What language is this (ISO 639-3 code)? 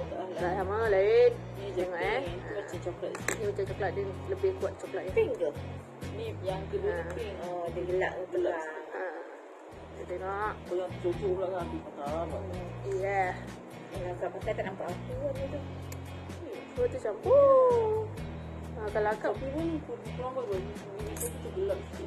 msa